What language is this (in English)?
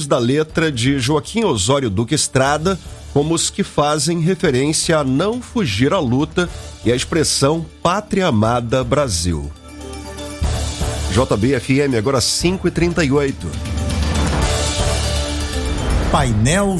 Portuguese